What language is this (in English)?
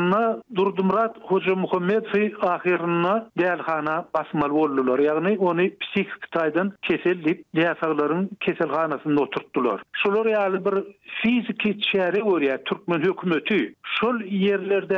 Turkmen